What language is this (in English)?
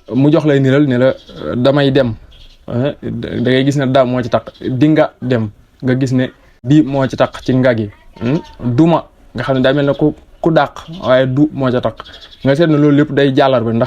Wolof